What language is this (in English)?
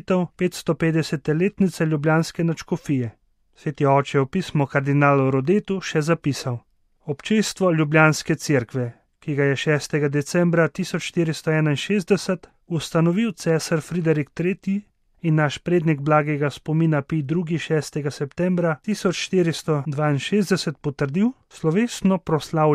Slovenian